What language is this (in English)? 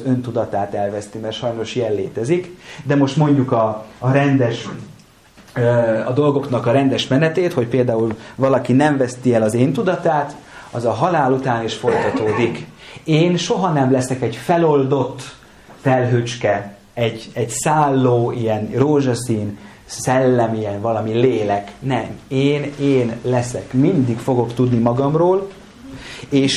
Hungarian